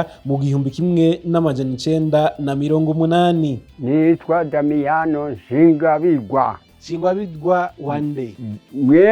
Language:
Rundi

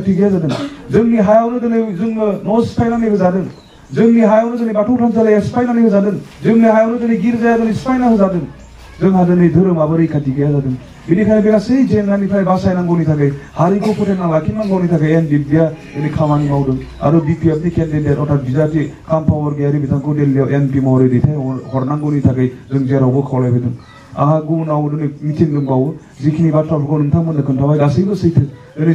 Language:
Bodo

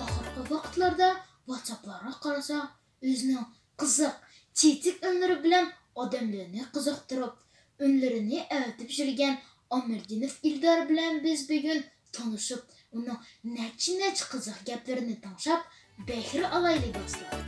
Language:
Uyghur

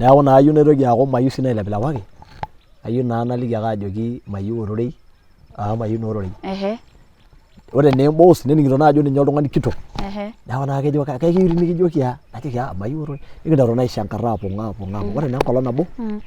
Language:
Masai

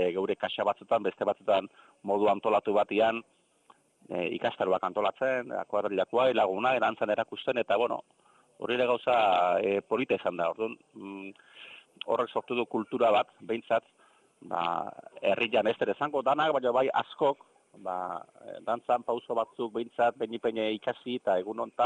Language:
Basque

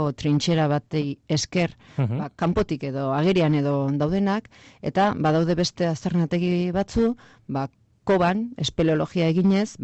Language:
Basque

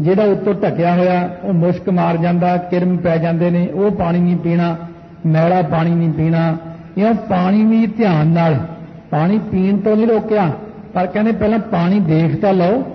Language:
Punjabi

